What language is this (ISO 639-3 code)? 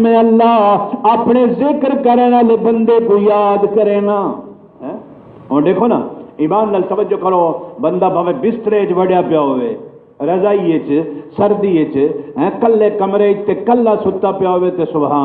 skr